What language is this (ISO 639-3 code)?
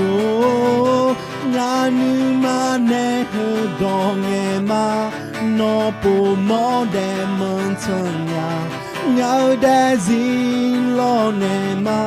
ahk